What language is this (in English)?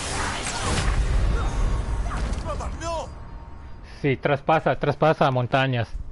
Spanish